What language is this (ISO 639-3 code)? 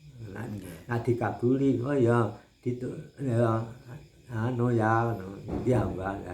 jav